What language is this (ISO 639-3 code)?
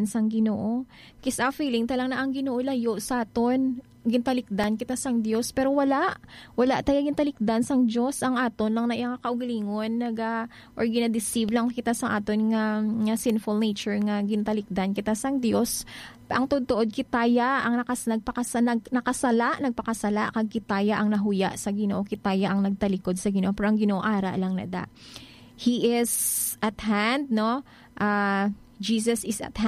hil